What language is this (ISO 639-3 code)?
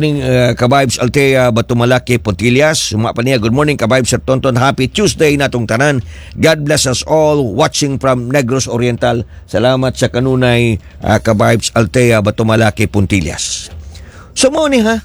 ceb